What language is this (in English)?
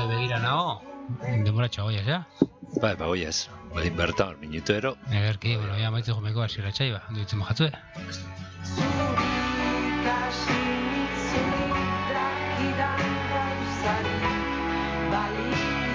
Basque